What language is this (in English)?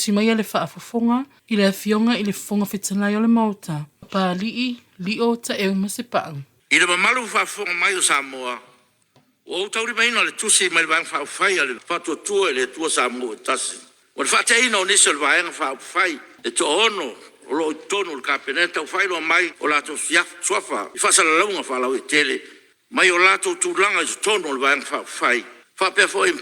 Samoan